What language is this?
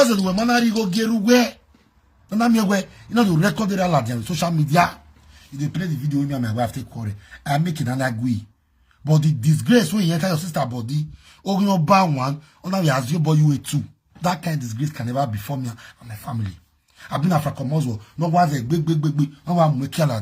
Nigerian Pidgin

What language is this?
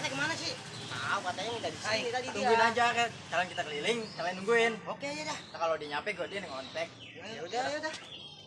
Betawi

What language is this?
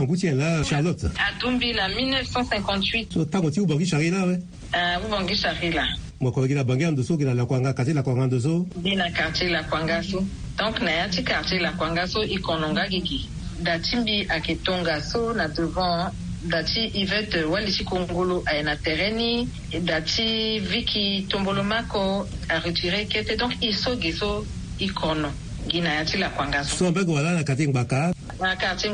Sango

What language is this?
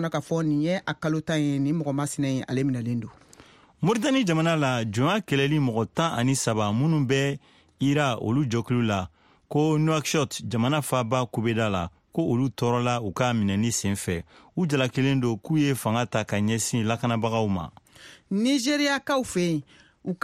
Bambara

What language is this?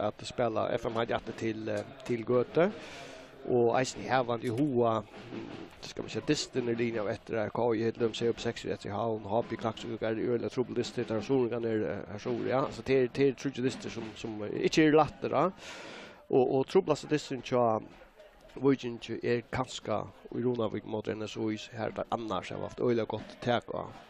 Faroese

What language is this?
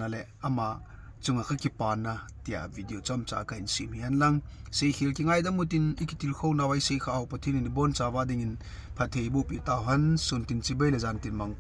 Thado Chin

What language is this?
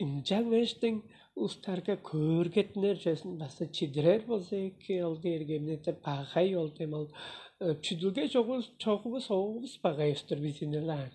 Tuvinian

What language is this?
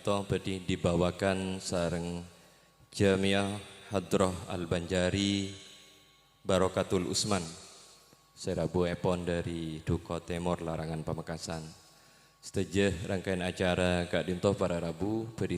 Madurese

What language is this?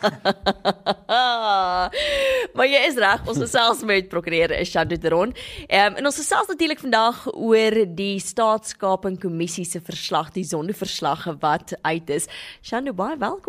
Afrikaans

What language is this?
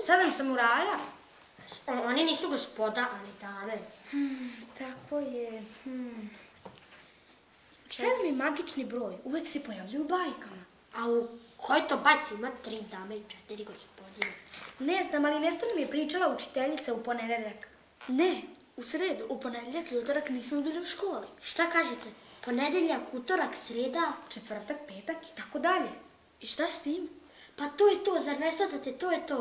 Serbian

